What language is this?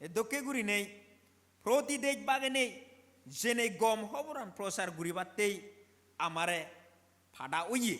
Chakma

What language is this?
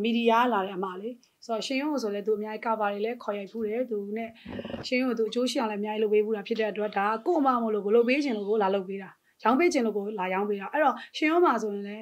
Burmese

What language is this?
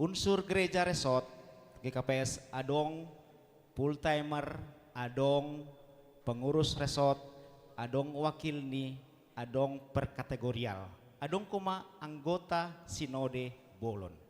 Batak Simalungun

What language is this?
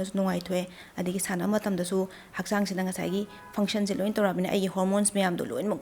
Manipuri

